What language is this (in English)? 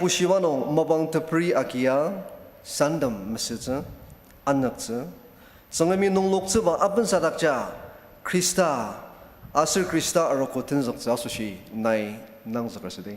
Ao Naga